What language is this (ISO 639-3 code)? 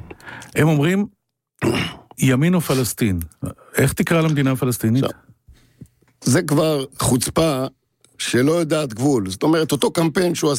heb